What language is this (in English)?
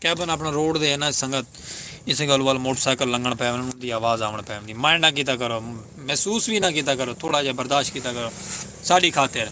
Saraiki